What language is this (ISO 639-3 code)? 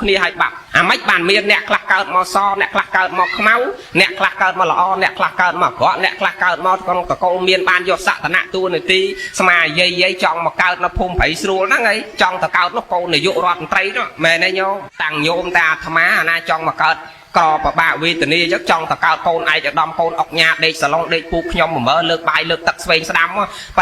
khm